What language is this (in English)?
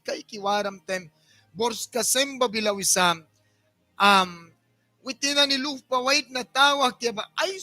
Mískito